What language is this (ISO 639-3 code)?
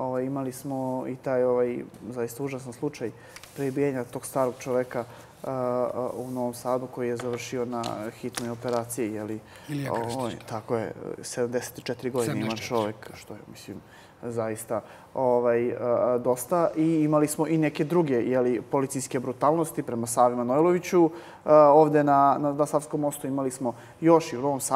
srp